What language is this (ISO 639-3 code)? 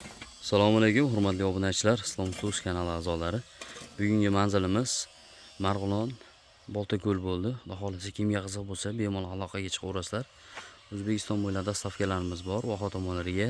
uzb